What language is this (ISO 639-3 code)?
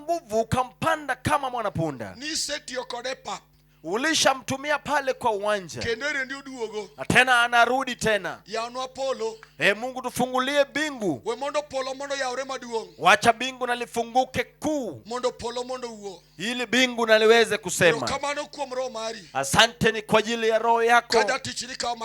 luo